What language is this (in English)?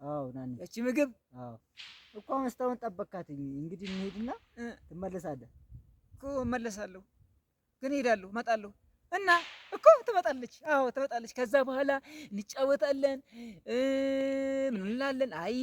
Amharic